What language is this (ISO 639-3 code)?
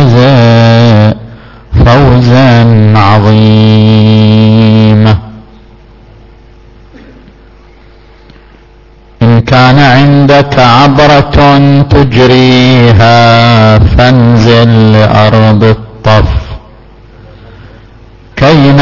ara